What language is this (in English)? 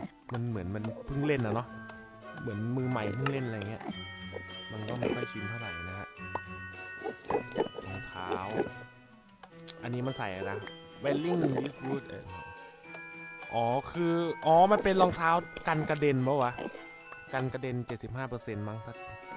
Thai